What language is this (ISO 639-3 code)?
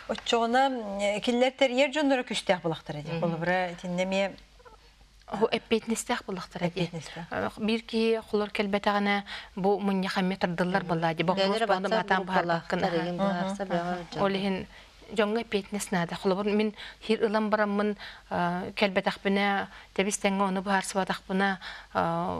sah